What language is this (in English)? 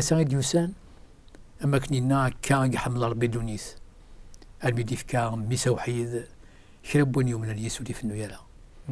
Kabyle